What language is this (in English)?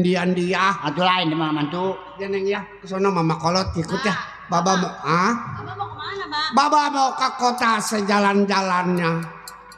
Betawi